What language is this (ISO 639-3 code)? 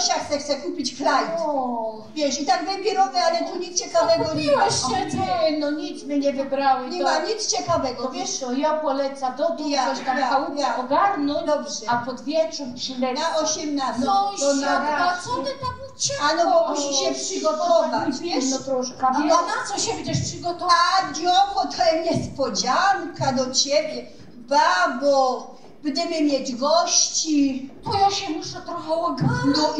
szl